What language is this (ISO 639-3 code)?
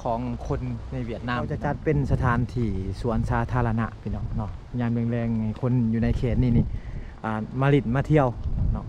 lao